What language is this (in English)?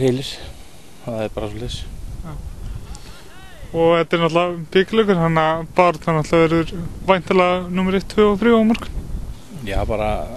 Icelandic